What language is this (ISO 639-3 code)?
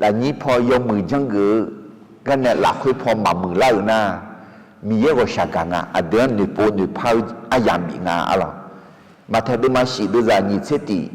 ahk